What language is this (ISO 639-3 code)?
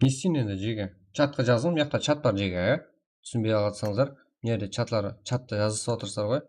kaa